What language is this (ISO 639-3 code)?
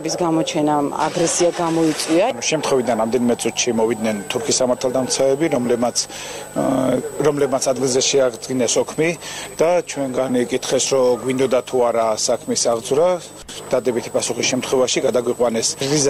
kat